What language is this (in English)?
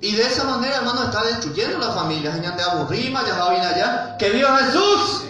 Guarani